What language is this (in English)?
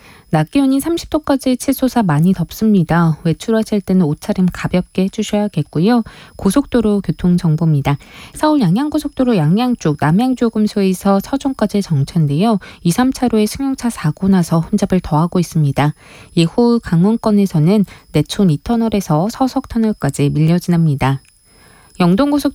Korean